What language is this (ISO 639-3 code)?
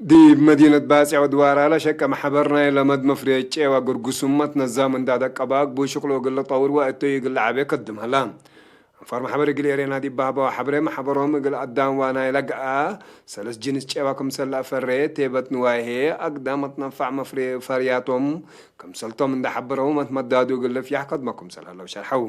tig